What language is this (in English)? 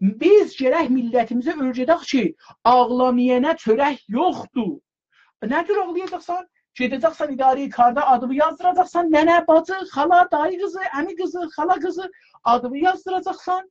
South Azerbaijani